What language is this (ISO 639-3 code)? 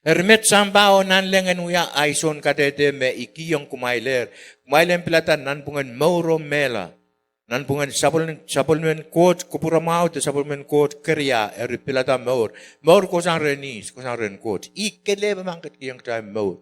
pon